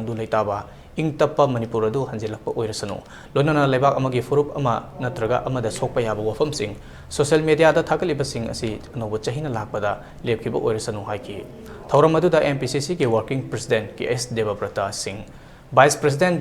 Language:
Manipuri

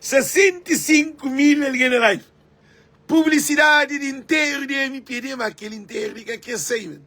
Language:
Kabuverdianu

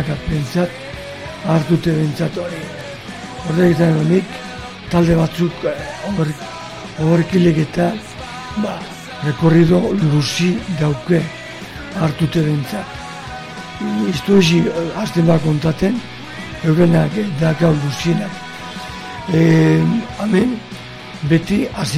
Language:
Basque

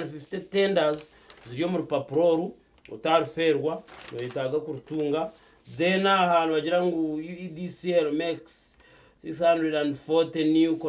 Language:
Nyankole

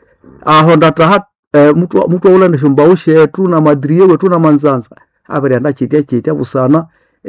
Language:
Nande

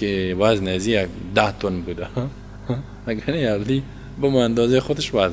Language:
Tajik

